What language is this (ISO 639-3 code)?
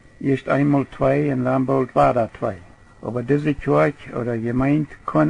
pdt